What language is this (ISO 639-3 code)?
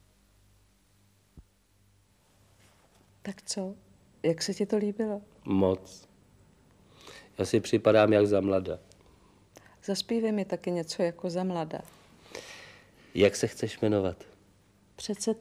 ces